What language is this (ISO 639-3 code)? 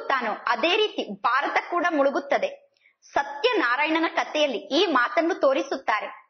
kan